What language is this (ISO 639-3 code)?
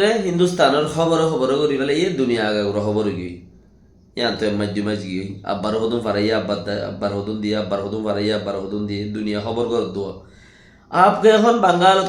rhg